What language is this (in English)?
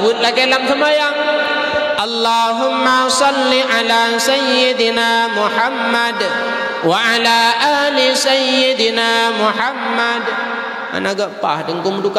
Achinese